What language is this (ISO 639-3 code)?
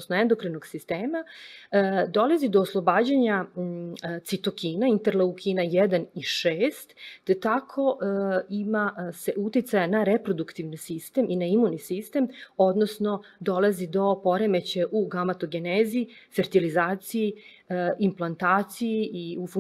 srp